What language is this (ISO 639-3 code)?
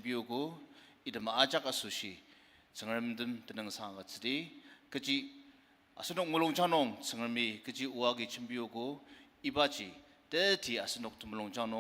njo